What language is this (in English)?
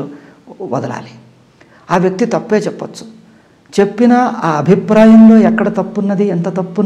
Telugu